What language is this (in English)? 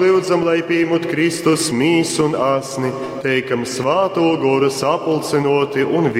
Latgalian